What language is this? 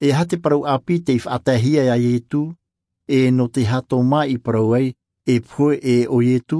Tahitian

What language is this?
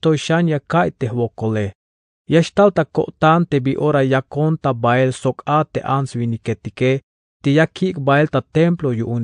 Tzeltal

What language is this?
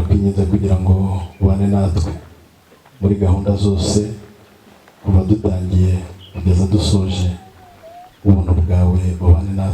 Kinyarwanda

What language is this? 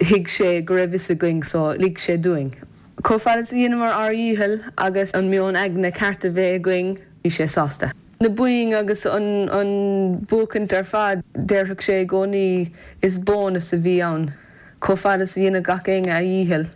Irish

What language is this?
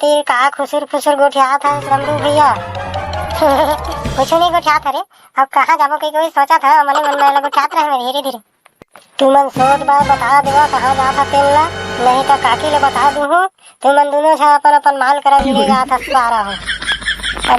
Chhattisgarhi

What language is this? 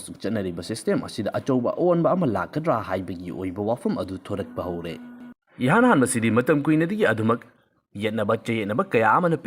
Manipuri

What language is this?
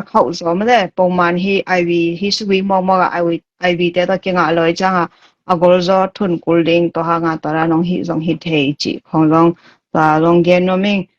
Tedim Chin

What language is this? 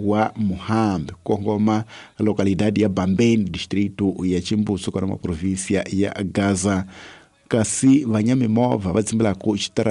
Tsonga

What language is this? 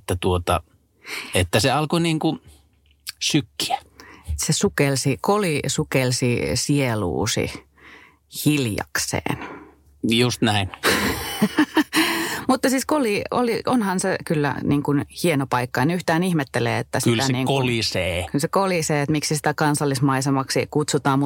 Finnish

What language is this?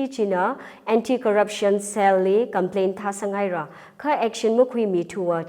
Tangkhul Naga (India)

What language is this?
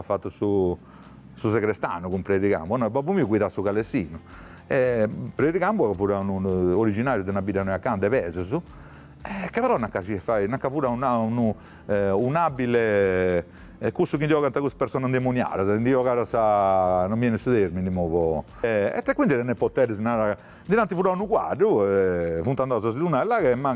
Sardinian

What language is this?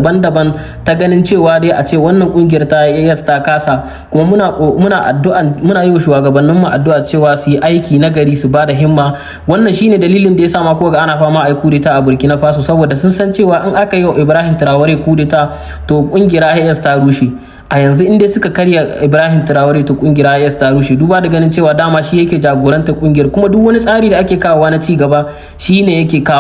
Hausa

